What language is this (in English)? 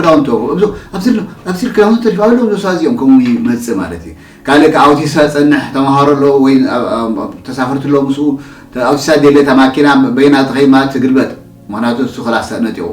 Tigrinya